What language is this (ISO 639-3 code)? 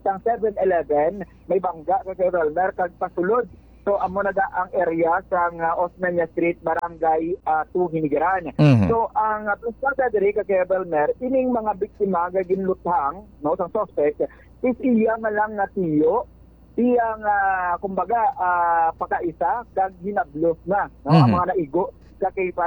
hil